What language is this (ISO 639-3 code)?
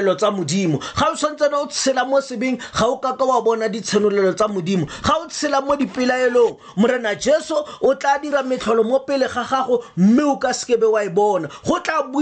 tsn